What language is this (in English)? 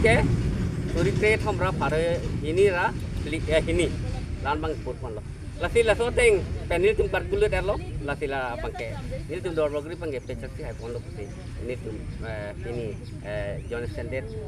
Karbi